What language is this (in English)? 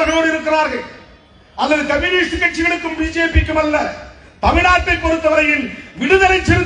Tamil